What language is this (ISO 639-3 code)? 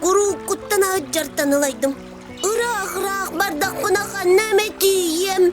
sah